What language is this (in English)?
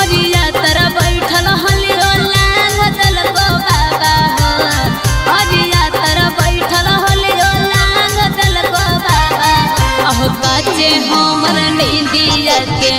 Magahi